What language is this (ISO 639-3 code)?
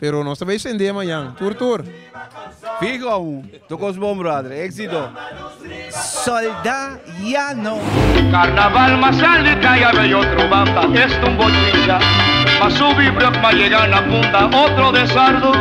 pap